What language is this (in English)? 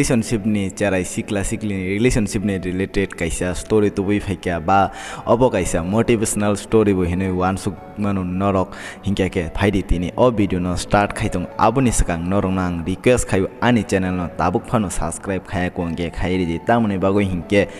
Kok Borok